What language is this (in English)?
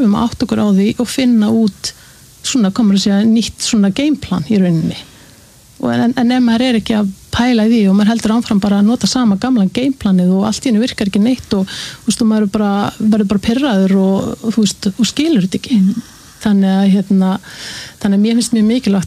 Icelandic